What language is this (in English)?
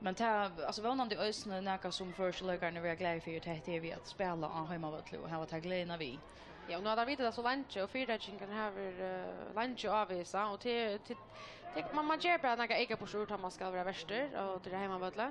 Faroese